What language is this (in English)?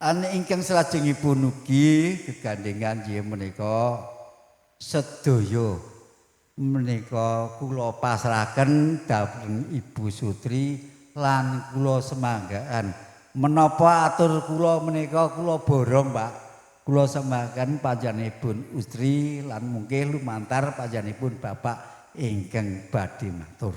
Javanese